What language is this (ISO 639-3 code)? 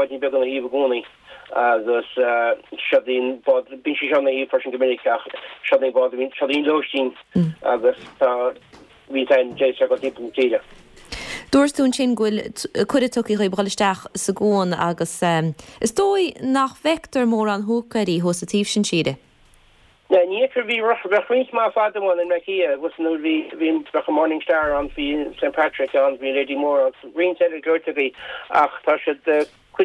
gle